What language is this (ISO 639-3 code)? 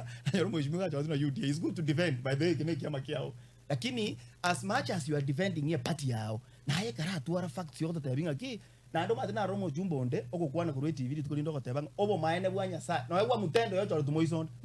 guz